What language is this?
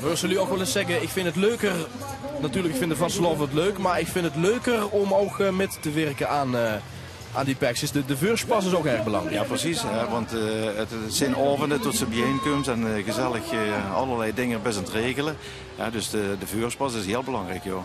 Limburgish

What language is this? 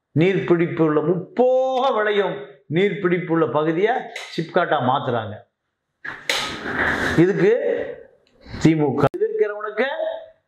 Tamil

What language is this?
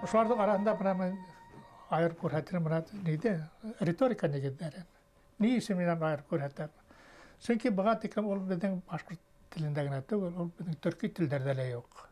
Bashkir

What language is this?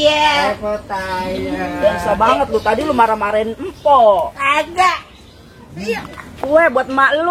Betawi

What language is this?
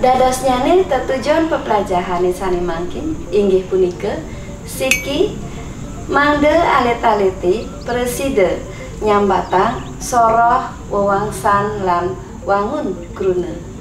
Balinese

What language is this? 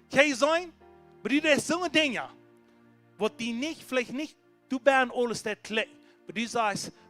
Plautdietsch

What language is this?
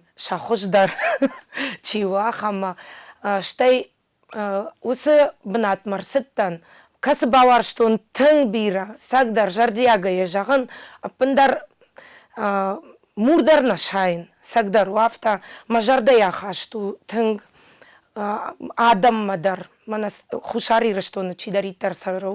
Ossetic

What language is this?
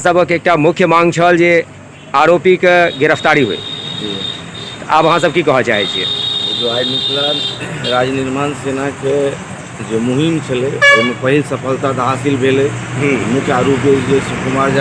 Maithili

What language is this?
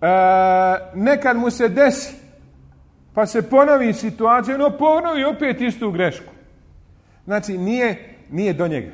Bosnian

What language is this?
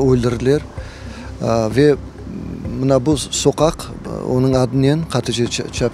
Crimean Tatar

